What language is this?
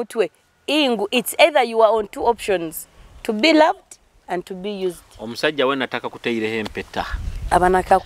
Nyoro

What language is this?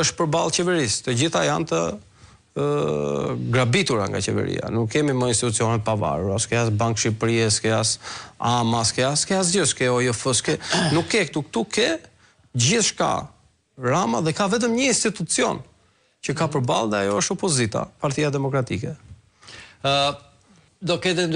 Albanian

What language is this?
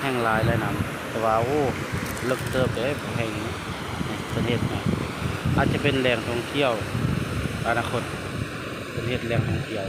Lao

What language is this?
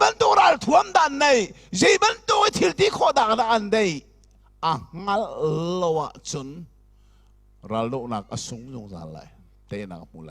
Hakha Chin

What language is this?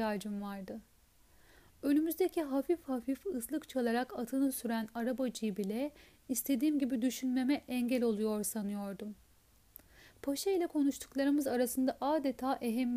Turkish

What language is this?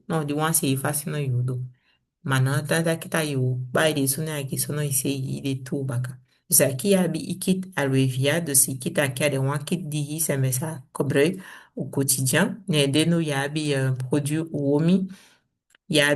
Saramaccan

